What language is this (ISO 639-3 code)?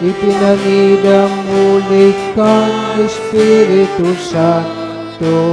bik